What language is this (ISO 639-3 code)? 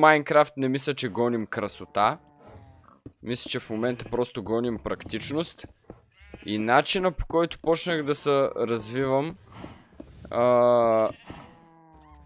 bul